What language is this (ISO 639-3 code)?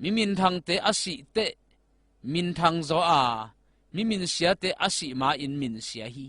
ctd